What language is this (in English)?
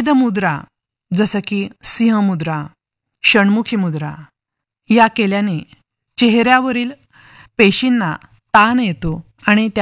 Marathi